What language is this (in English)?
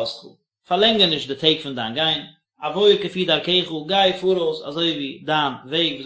Yiddish